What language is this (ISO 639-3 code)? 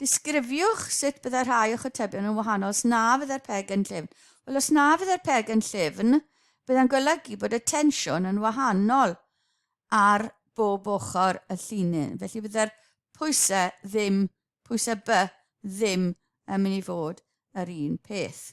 cym